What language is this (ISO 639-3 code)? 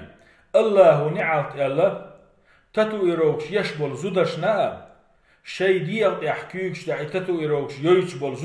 che